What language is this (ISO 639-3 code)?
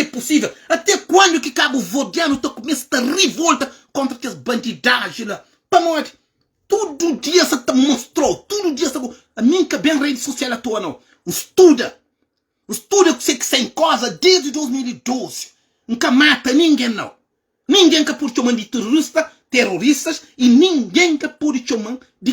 kea